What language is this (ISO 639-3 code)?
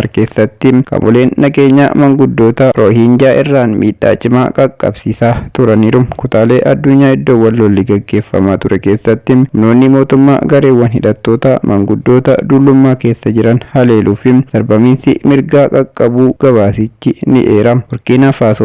orm